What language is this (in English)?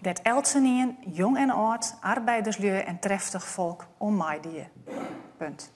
Western Frisian